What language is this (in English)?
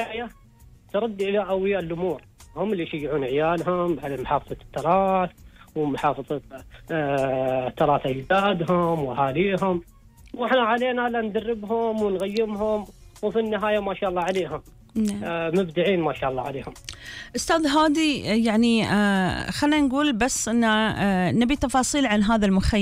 Gulf Arabic